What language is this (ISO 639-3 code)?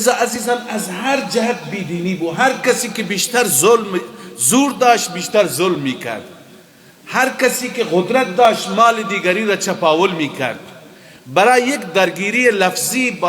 fas